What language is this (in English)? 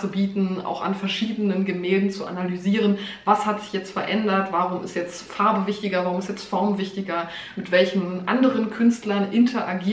German